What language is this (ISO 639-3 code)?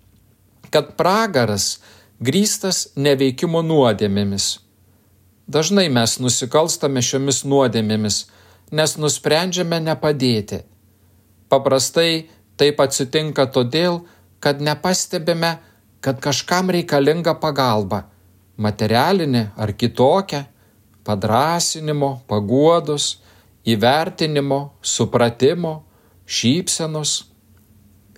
lit